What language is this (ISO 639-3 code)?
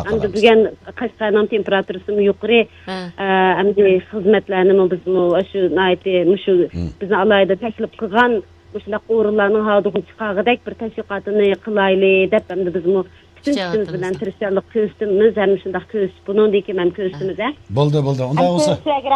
uig